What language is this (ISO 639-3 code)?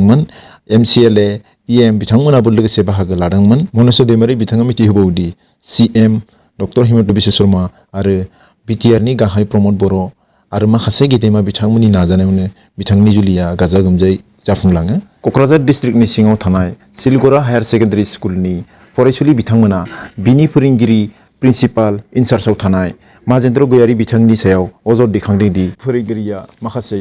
brx